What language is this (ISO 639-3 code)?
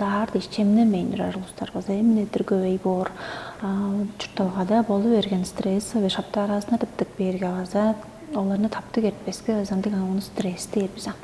tyv